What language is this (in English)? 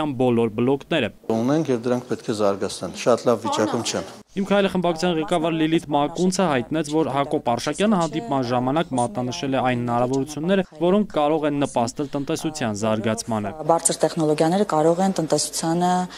Armenian